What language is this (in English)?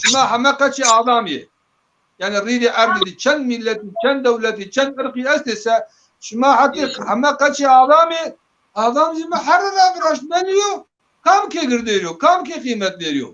Zaza